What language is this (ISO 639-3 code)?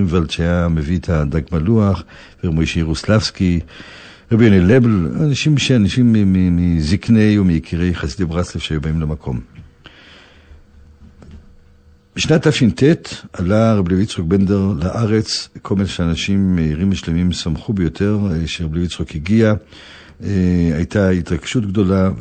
heb